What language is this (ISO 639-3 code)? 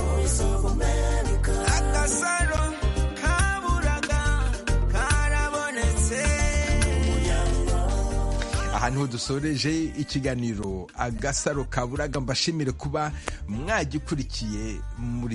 kin